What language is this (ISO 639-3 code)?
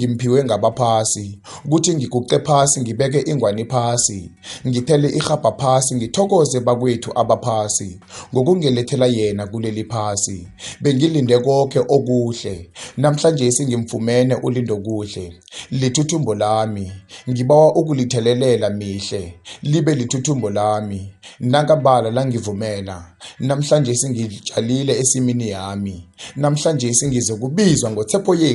nbl